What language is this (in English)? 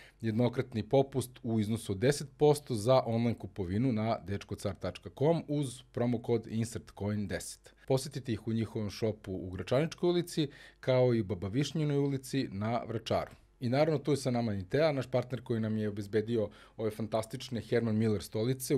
Serbian